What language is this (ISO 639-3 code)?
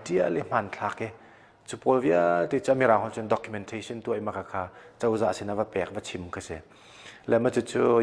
cnh